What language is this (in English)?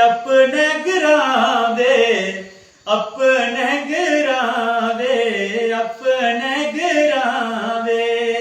Dogri